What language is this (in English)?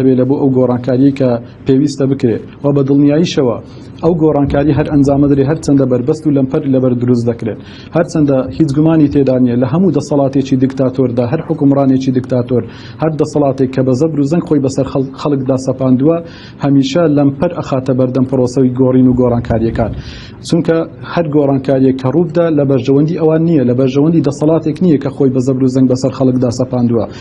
Central Kurdish